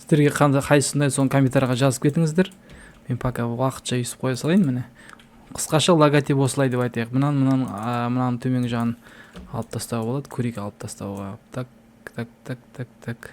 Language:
Kazakh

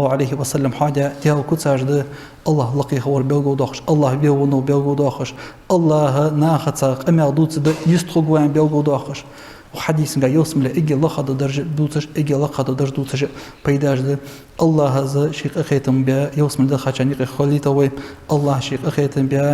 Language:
Ingush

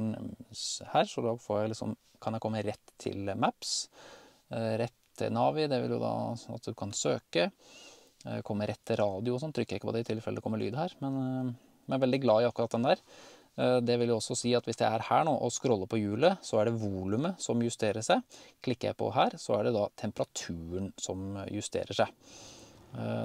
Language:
Norwegian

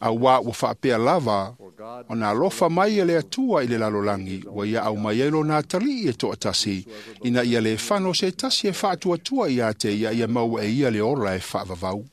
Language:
Samoan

